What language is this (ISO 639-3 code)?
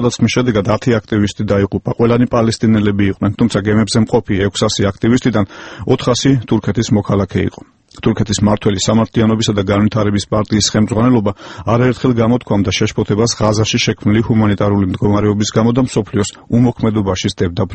kat